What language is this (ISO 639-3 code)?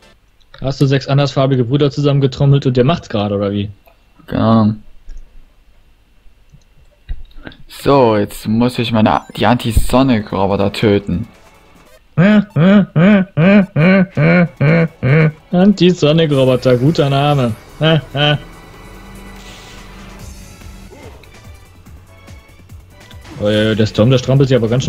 deu